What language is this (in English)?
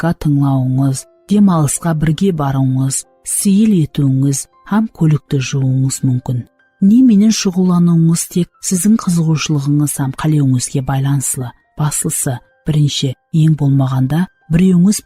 Kara-Kalpak